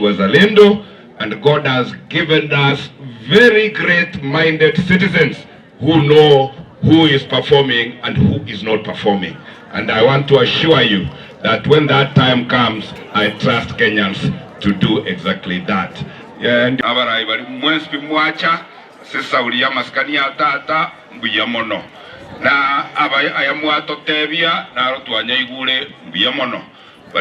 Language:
Gusii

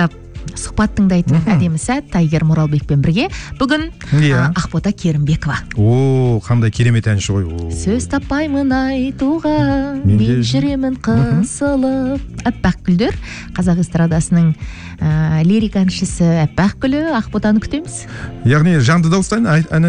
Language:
Kazakh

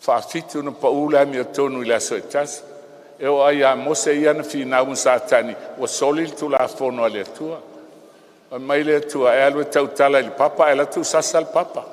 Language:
Samoan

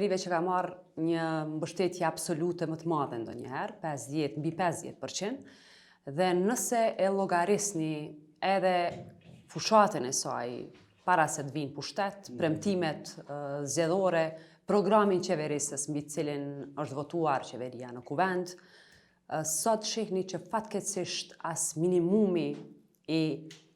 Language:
Albanian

